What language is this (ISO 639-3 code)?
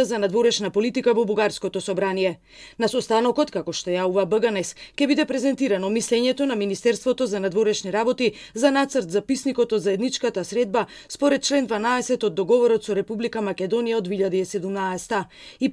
mkd